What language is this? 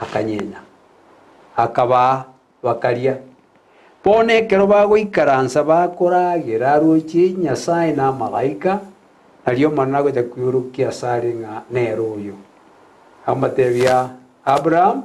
Gusii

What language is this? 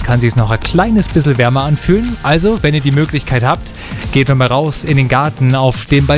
German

